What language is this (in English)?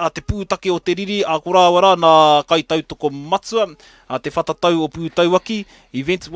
Māori